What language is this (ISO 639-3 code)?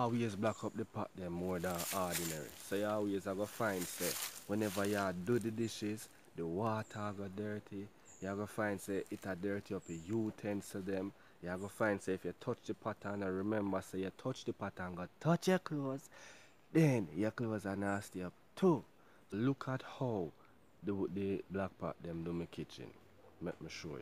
jam